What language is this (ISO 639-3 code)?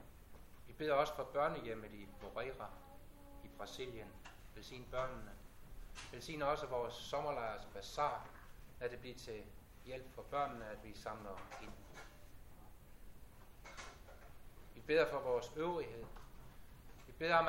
dan